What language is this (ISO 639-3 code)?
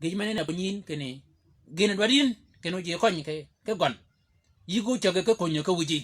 shk